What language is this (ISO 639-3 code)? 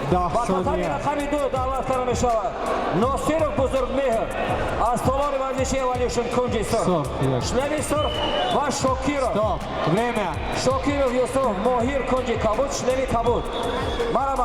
tgk